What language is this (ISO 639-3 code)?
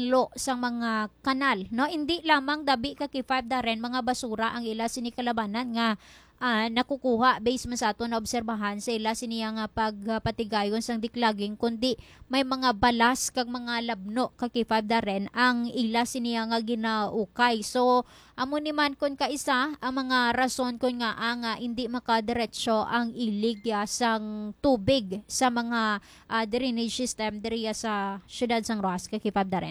hil